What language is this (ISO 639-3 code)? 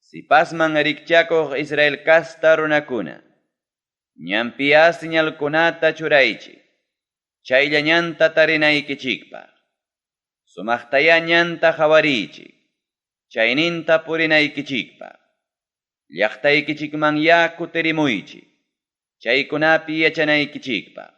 quy